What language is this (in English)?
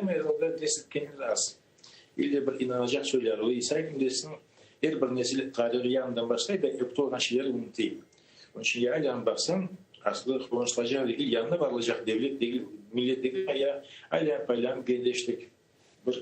Crimean Tatar